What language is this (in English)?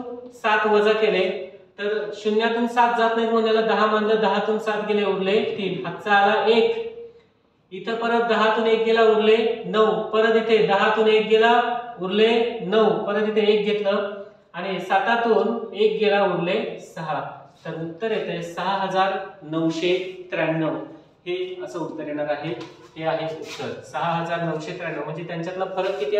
Marathi